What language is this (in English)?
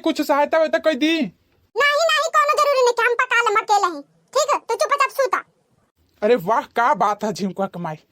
Bhojpuri